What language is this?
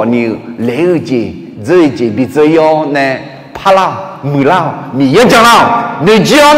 Akha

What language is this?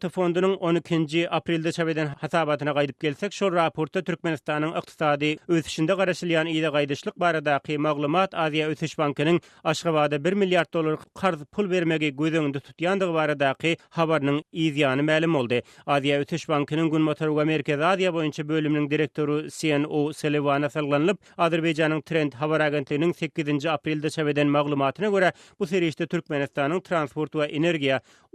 Turkmen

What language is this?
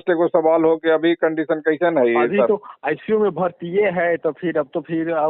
Magahi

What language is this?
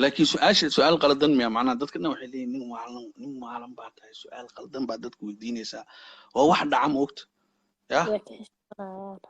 Somali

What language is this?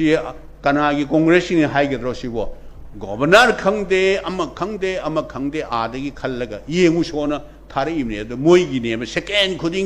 Manipuri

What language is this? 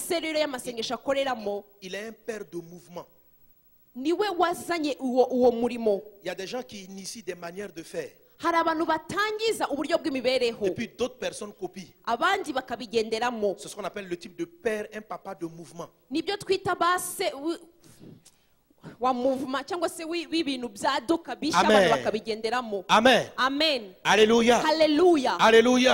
Kinyarwanda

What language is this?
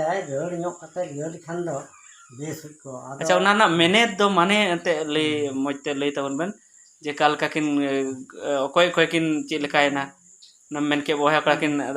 Santali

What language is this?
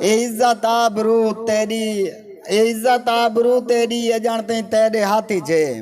Saraiki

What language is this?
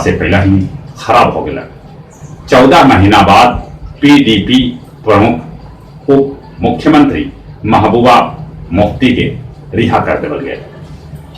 Magahi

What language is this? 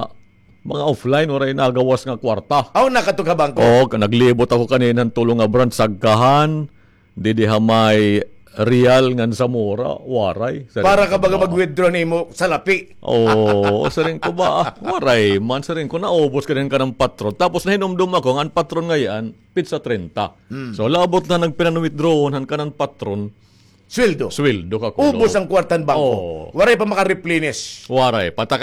Waray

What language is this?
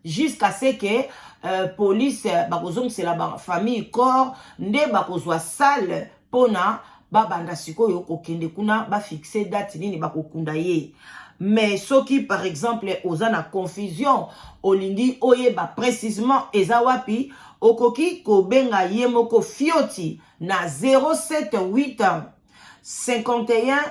Lingala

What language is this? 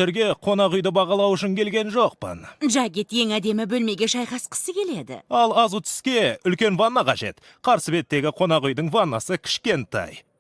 Kazakh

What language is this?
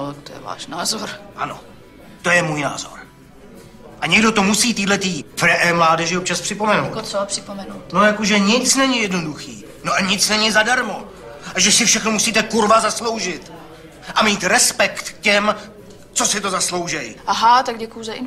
Czech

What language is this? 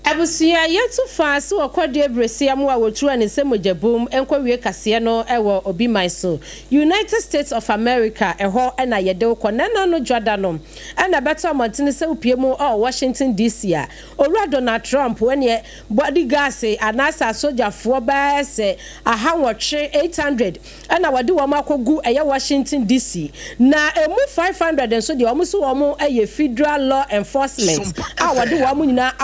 Akan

